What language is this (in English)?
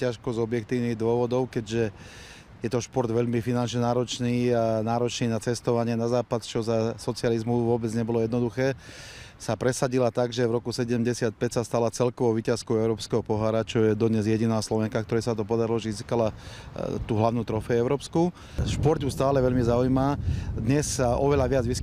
Slovak